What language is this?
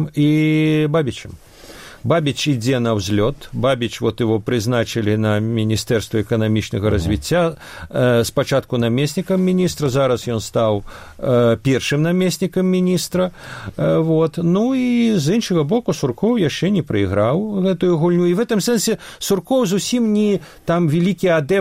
Belarusian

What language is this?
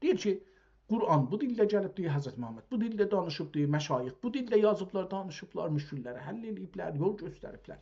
South Azerbaijani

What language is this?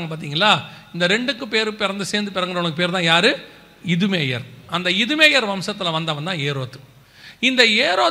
Tamil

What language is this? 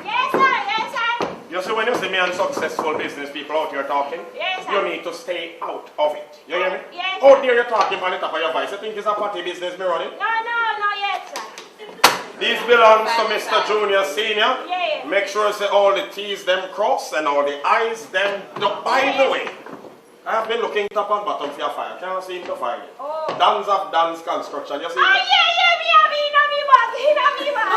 Jamaican Creole English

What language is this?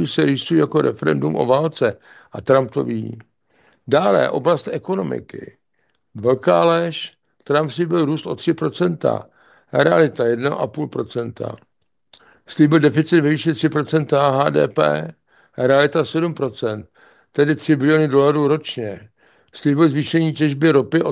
Czech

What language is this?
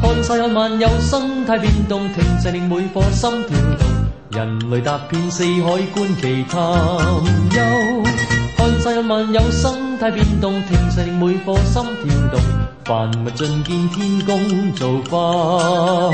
Cantonese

